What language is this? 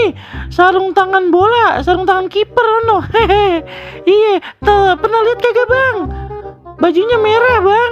Betawi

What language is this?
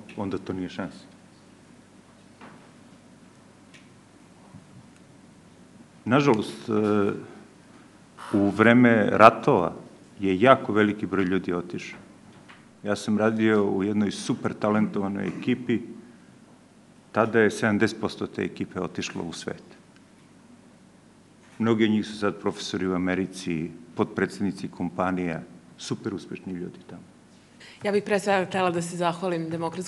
Serbian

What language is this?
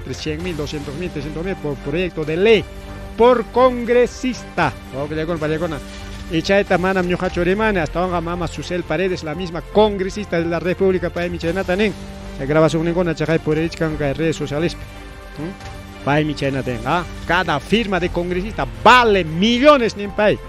Ayacucho Quechua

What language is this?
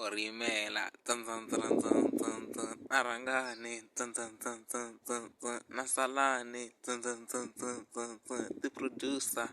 Tsonga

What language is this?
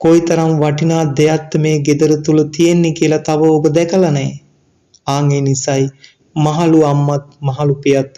Sinhala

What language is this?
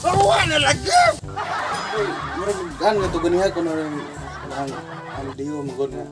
Cebuano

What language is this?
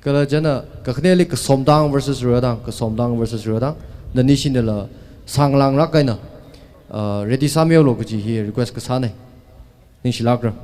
Tangkhul Naga (India)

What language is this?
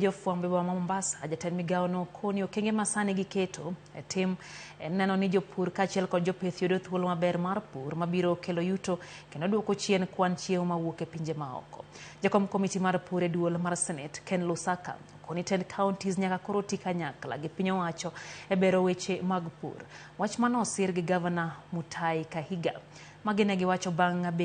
Luo (Kenya and Tanzania)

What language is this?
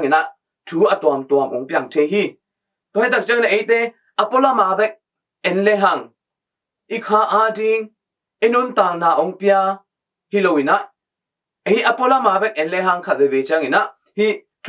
Tedim Chin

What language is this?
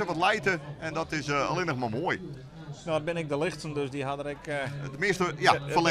Western Frisian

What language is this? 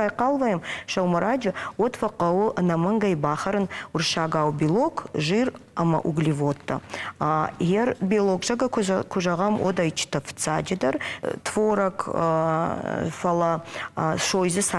Ossetic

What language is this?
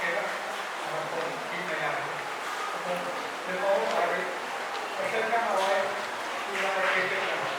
Pohnpeian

